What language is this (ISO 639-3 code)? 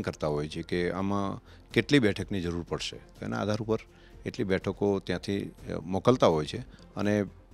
guj